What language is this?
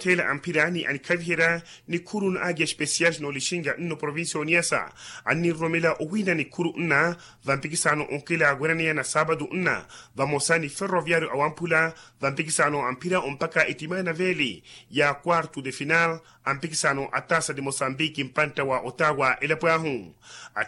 Makhuwa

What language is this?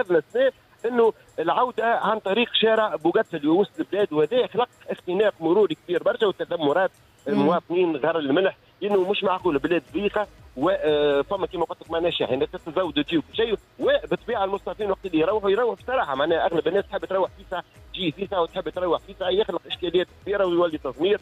Tunisian Arabic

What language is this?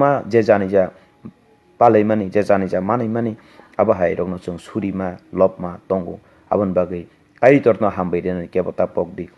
Kok Borok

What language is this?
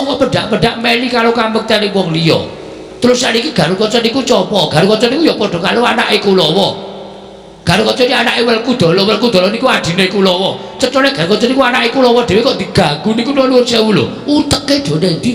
Javanese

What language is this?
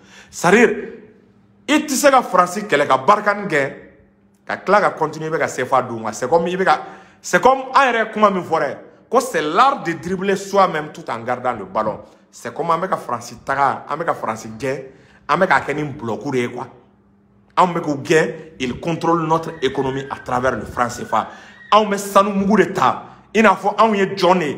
Bambara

